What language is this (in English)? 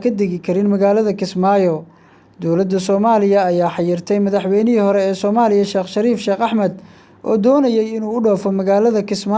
Somali